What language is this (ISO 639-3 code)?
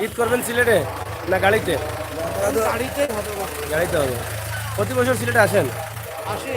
syl